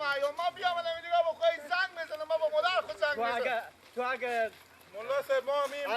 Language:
Persian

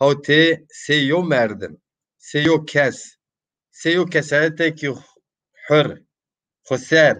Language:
Zaza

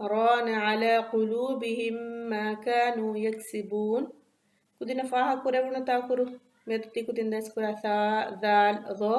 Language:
Divehi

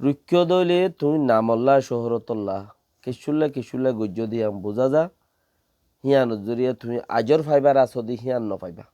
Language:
Rohingya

